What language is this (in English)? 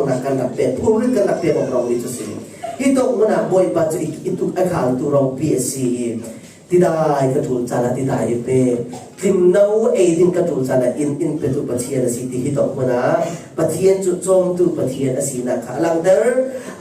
Falam Chin